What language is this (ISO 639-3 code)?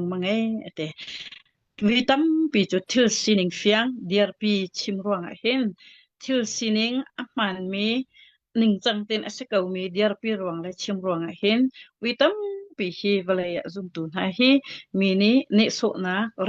cnh